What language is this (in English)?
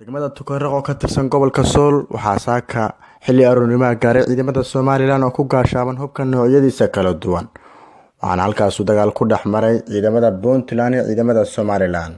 Somali